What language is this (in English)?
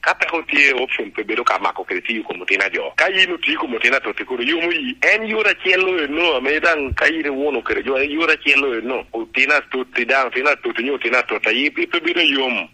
Lango (Uganda)